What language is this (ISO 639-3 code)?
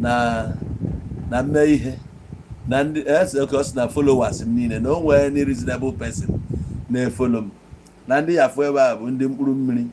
ibo